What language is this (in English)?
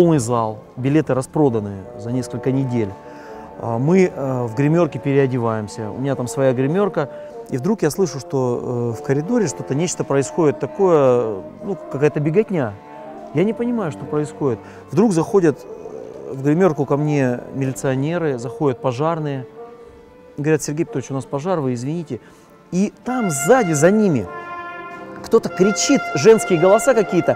Russian